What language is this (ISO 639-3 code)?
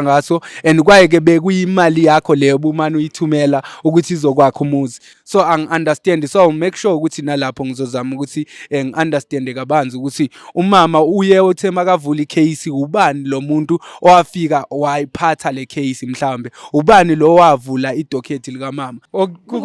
zul